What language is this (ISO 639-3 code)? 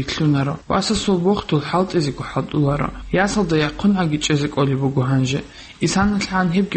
ava